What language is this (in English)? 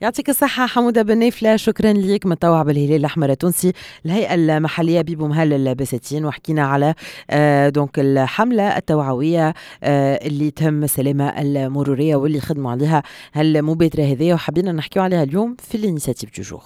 Tunisian Arabic